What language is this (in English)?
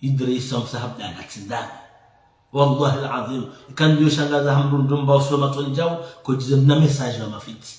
Ngazidja Comorian